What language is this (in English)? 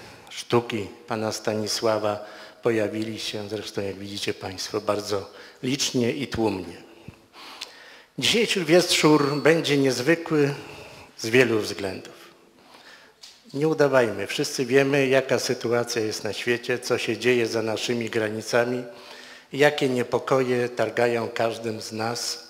Polish